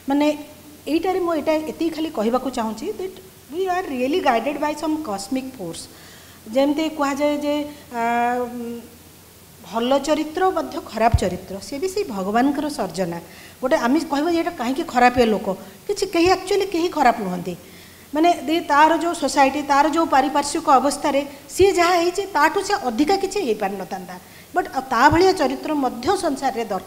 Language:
Odia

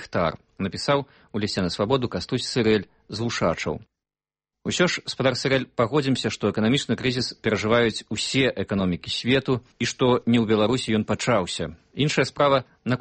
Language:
Belarusian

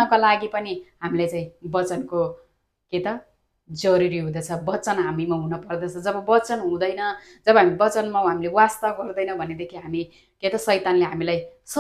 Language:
Nepali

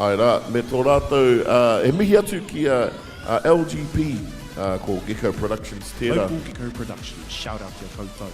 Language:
Māori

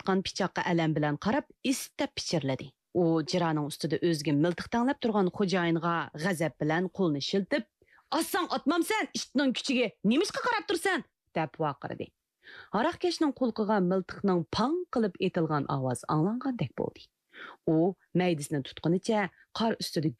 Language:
Uyghur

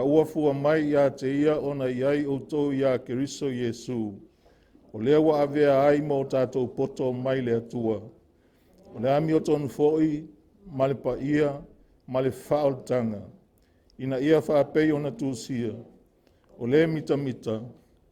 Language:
Samoan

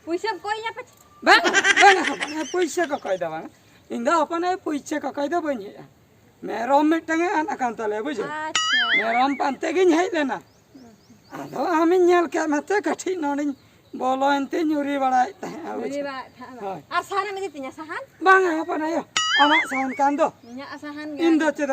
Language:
Santali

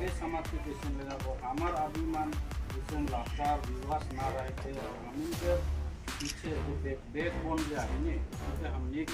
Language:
Sadri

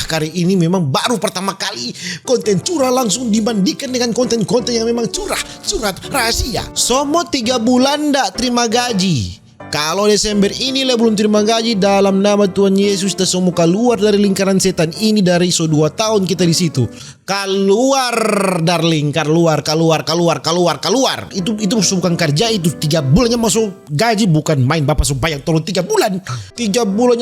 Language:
Manado Malay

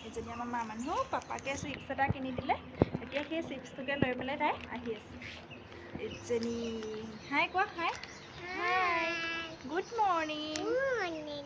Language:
Assamese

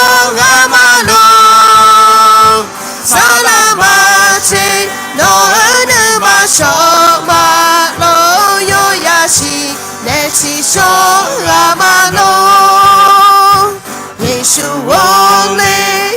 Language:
Akha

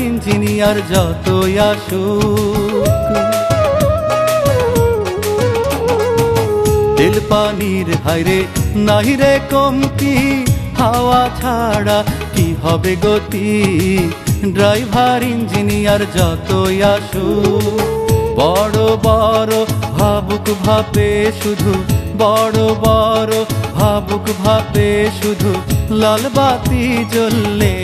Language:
Bangla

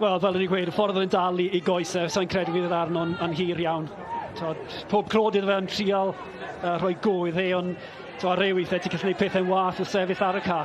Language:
Welsh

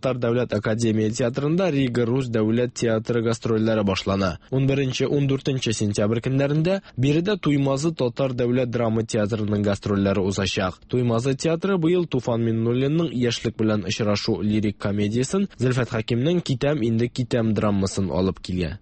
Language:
Tatar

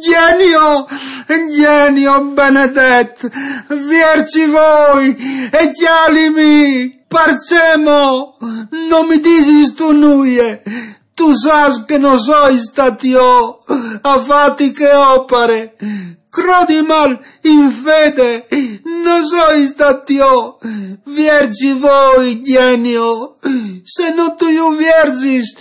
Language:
Friulian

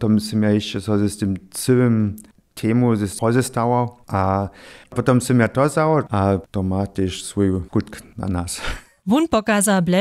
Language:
Upper Sorbian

